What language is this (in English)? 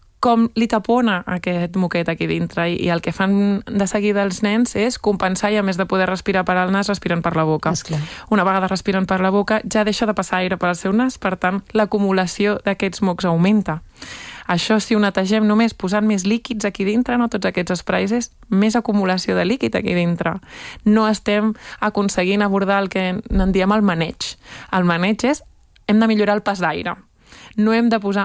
Catalan